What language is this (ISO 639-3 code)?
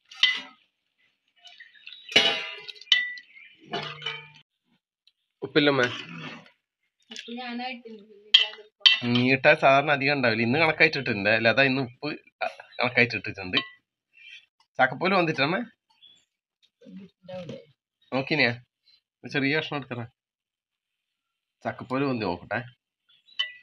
mal